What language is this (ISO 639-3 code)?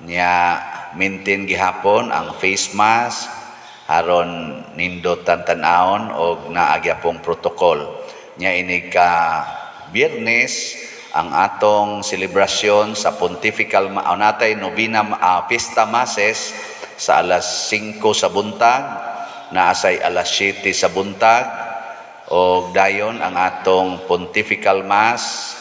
ceb